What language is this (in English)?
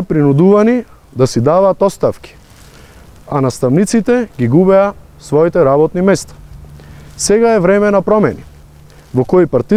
Macedonian